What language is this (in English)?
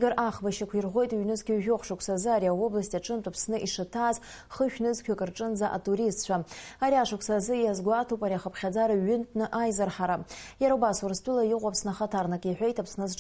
Abkhazian